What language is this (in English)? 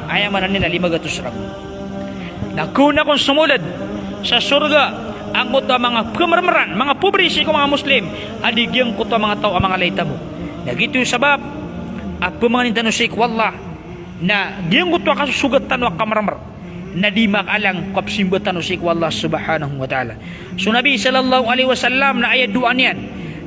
Maranao